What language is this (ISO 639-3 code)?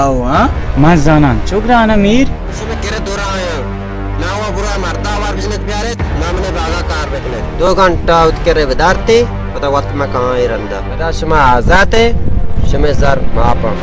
bal